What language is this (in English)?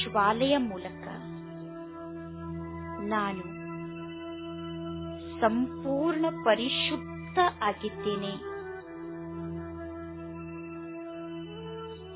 Kannada